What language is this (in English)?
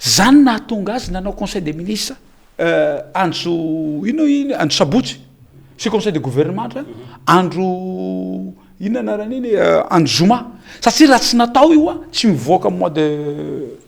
Malagasy